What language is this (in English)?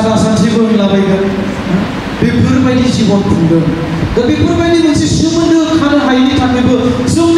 Bodo